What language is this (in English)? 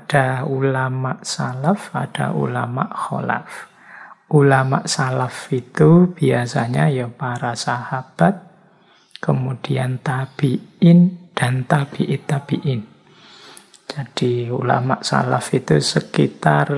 Indonesian